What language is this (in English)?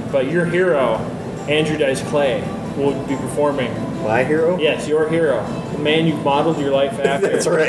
English